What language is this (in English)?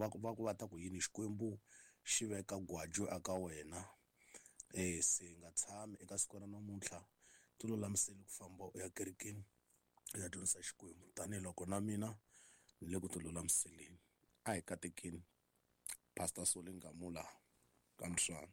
Tsonga